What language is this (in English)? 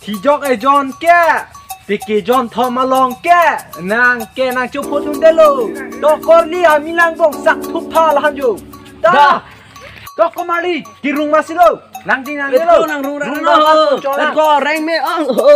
Karbi